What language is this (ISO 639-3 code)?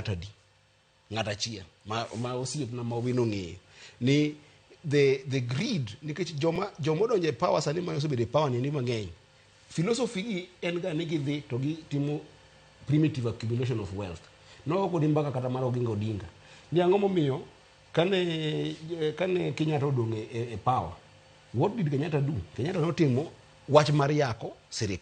luo